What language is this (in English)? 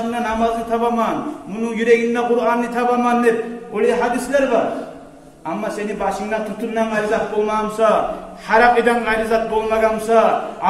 Kumyk